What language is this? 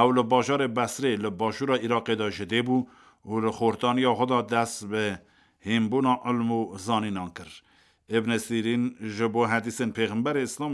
Kurdish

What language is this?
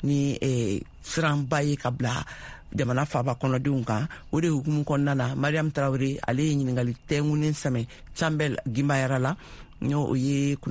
Bambara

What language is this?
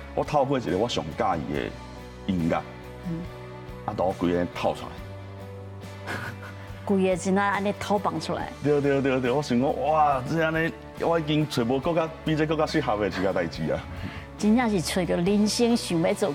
Min Nan Chinese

